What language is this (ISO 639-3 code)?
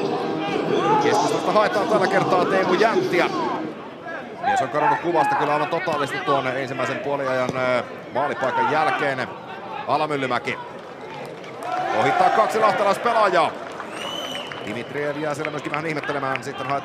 fin